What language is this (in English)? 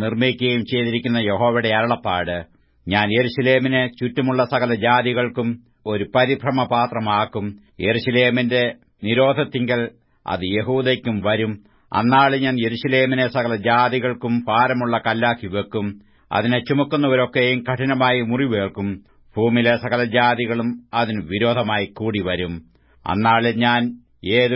Malayalam